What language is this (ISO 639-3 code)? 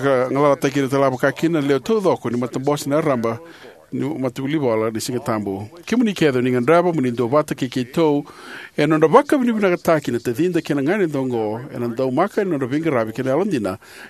fij